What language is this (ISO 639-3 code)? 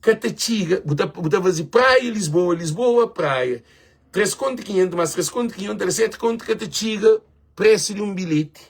kea